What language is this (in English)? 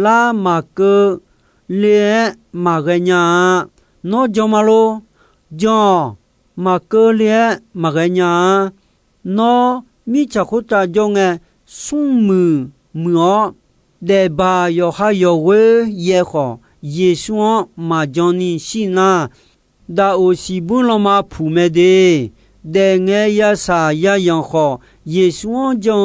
Akha